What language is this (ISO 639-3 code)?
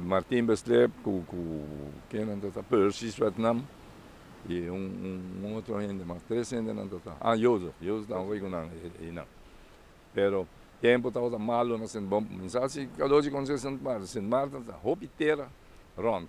pap